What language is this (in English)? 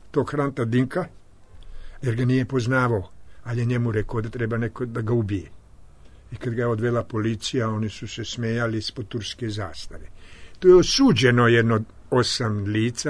Serbian